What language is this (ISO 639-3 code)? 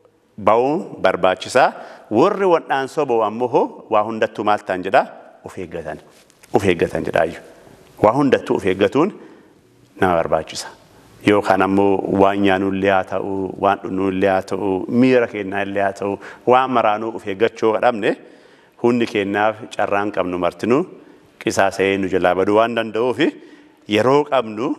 orm